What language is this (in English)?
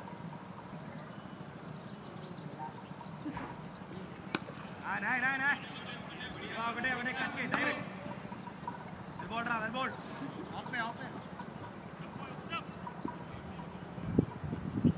Telugu